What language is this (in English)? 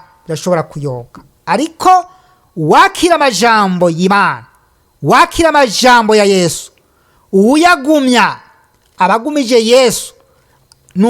Rundi